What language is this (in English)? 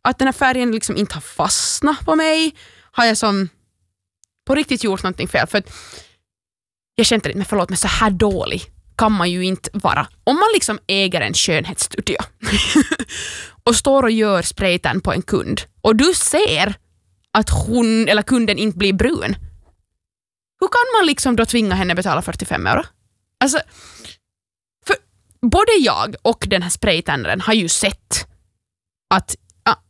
Swedish